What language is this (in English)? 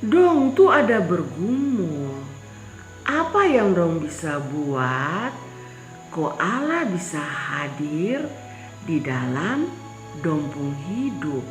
Kupang Malay